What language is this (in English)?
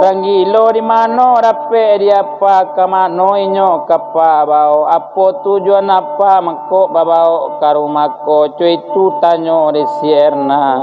Minangkabau